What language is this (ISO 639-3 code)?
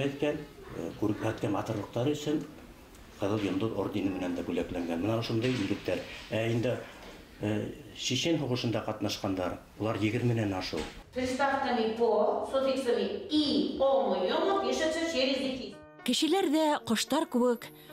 bak